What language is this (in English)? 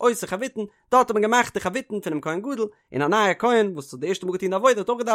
Yiddish